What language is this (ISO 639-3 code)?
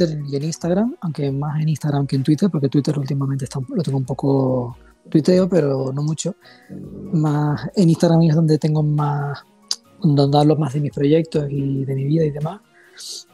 spa